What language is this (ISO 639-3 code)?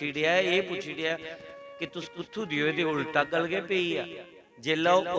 doi